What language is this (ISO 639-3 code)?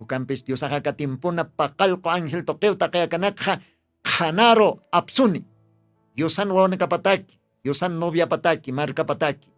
aym